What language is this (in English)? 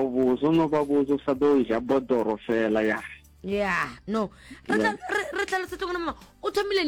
Northern Sotho